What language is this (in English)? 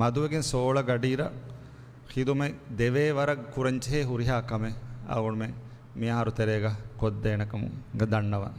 Divehi